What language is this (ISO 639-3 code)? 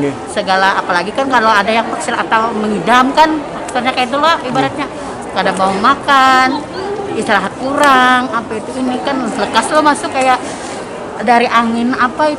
bjn